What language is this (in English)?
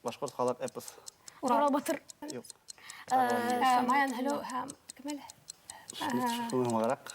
Bashkir